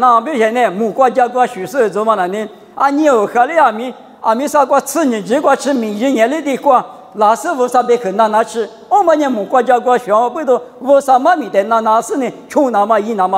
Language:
Lisu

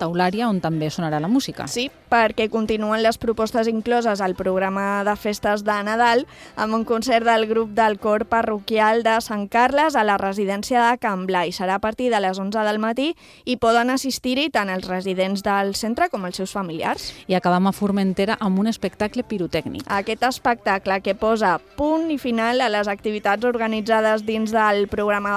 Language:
Catalan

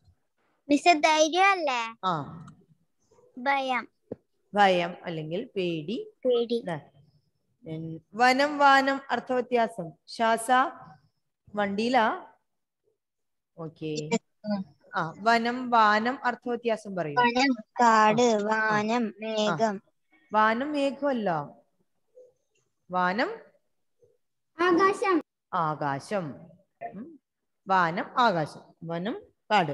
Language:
Malayalam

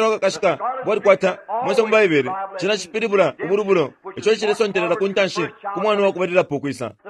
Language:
Bemba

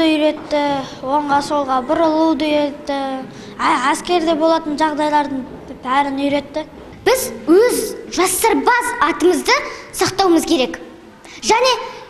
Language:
Kazakh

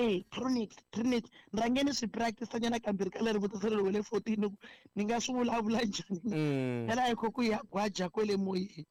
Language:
Tsonga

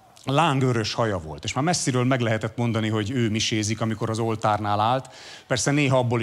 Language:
Hungarian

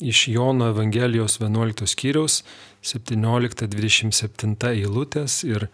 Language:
Lithuanian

